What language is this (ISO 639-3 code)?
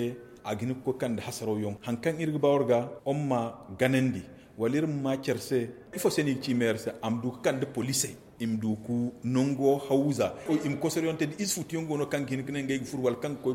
dje